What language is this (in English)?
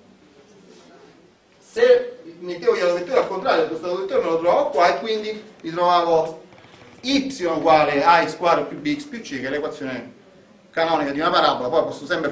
Italian